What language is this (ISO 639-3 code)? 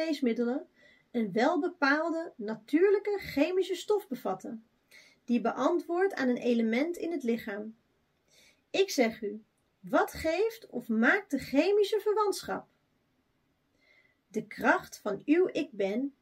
nld